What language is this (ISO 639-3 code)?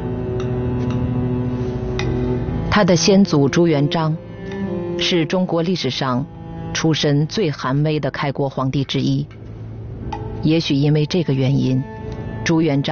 zho